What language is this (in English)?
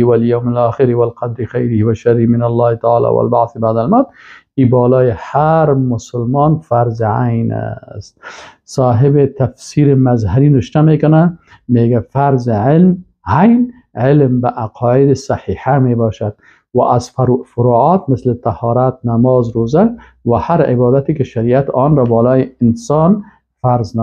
Persian